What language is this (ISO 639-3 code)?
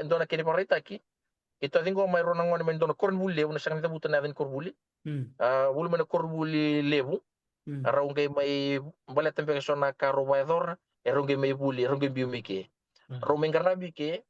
fij